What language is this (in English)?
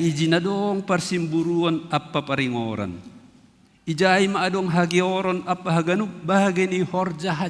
Batak Simalungun